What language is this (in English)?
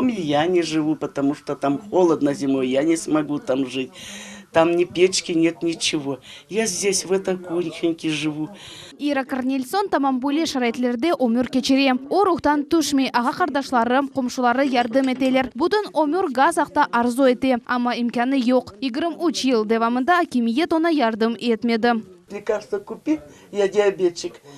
Crimean Tatar